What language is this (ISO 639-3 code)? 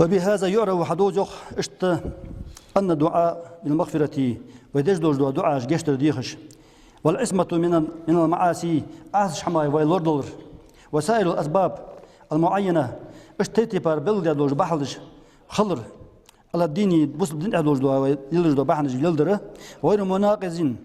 inh